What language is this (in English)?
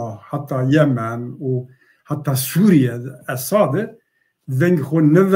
Zaza